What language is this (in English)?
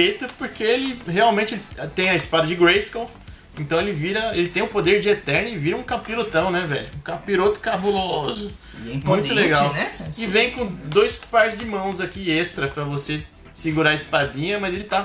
Portuguese